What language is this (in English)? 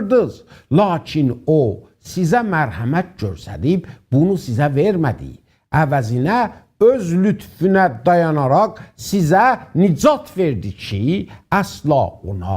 South Azerbaijani